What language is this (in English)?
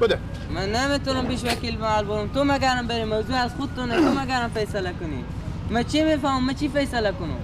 Persian